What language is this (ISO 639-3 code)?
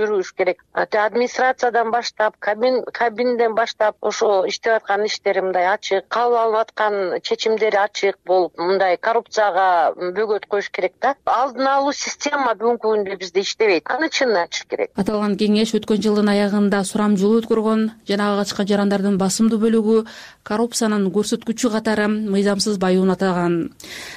kir